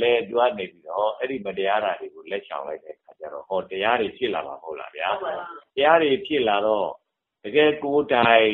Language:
Burmese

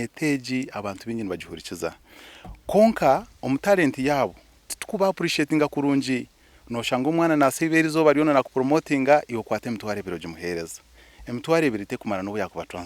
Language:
Nyankole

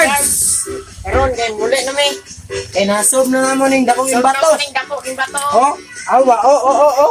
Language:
Cebuano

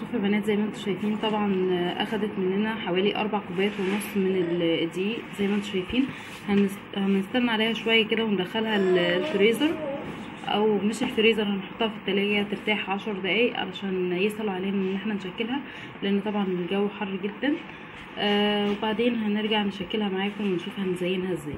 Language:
Egyptian Arabic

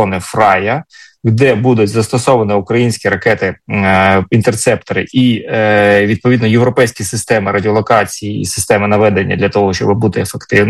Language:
Ukrainian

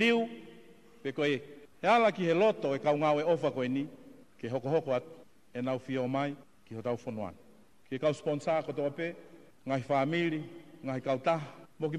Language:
Tongan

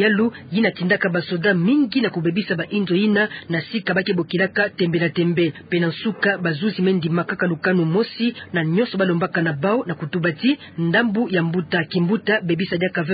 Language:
Kituba (Democratic Republic of Congo)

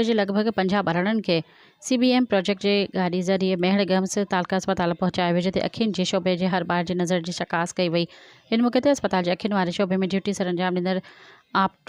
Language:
Sindhi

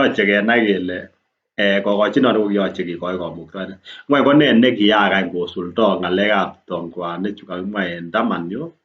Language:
Kalenjin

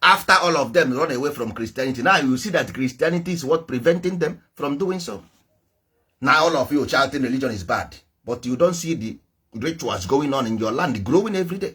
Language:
Igbo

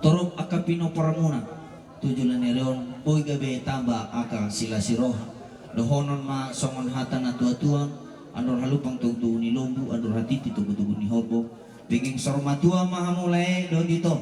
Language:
Batak Toba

